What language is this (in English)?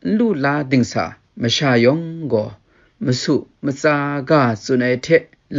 Kachin